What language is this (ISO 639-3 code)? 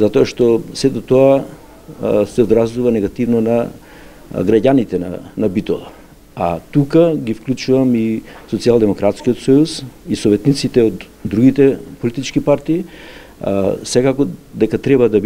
mkd